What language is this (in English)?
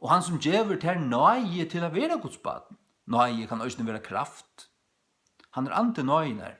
Faroese